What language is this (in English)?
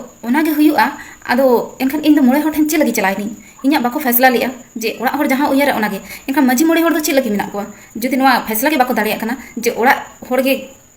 Santali